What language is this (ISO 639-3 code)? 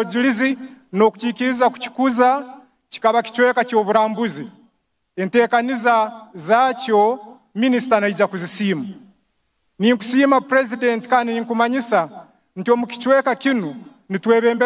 nyn